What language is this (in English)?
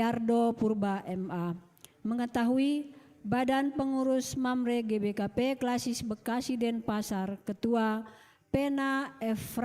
Batak Karo